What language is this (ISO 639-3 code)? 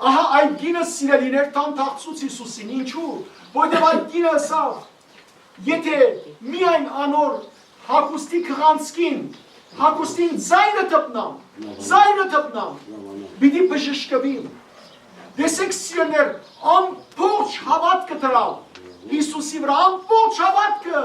hyw